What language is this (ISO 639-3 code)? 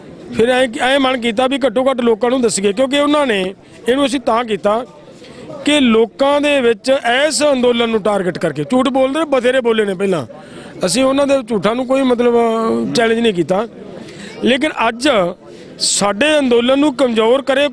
pan